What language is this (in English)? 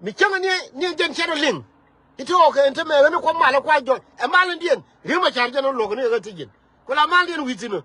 Nuer